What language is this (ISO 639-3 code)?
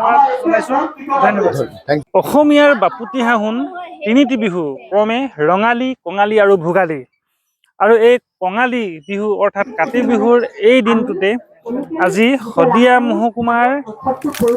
asm